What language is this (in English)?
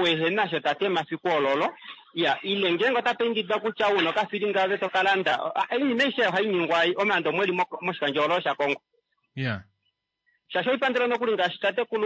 Kuanyama